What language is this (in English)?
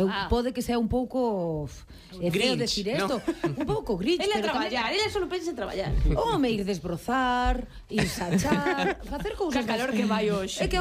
Galician